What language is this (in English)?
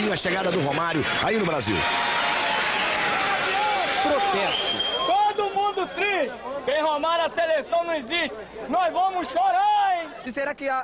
Portuguese